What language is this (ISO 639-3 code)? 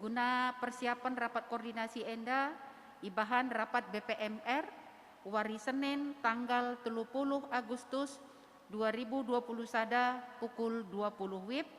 btx